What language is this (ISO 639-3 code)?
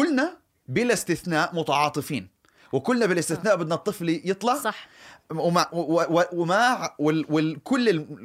apc